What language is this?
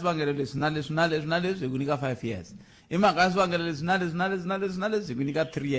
Tsonga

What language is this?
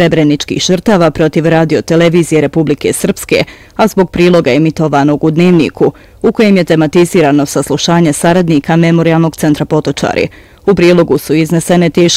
Bosnian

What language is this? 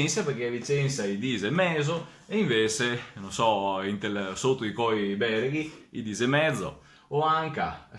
Venetian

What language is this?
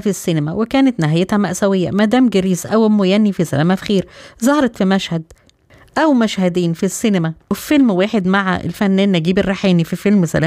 Egyptian Arabic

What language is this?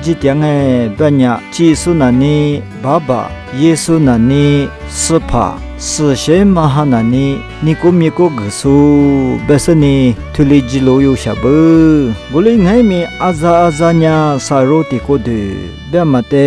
Lisu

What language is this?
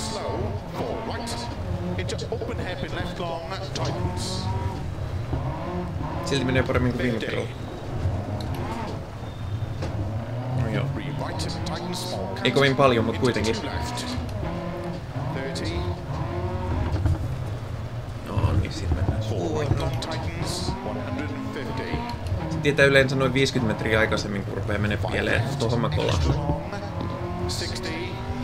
Finnish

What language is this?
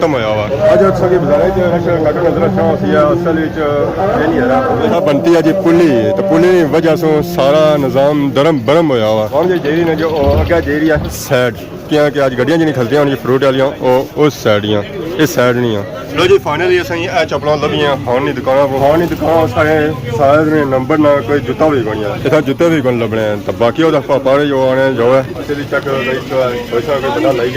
Pahari-Potwari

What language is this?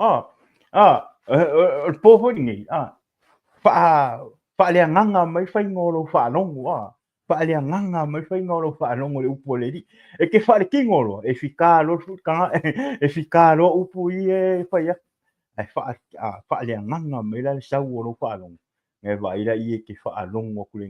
Samoan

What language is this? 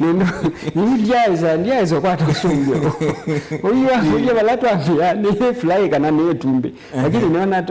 Kamba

